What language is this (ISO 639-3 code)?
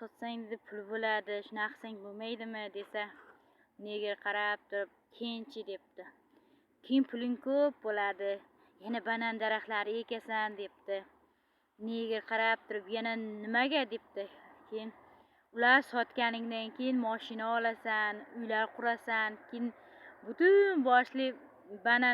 uzb